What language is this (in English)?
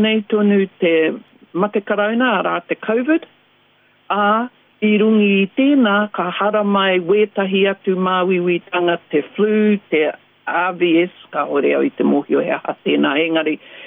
Māori